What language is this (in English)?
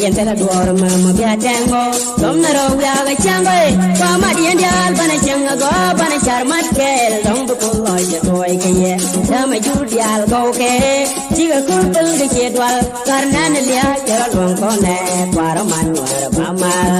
Nuer